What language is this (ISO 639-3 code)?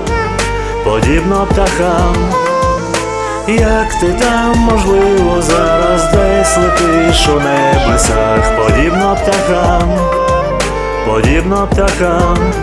ukr